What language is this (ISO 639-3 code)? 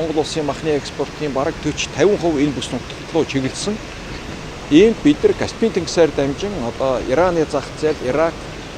mon